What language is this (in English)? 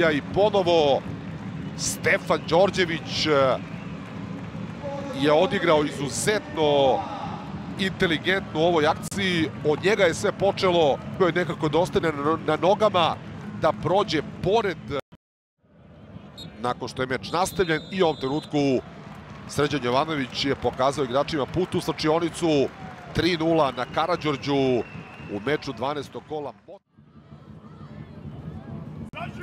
Serbian